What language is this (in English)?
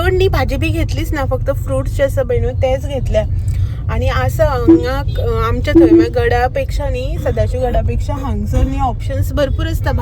Konkani